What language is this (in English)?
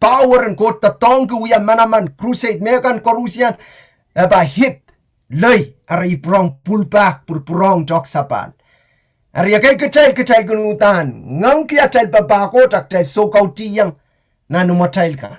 Pohnpeian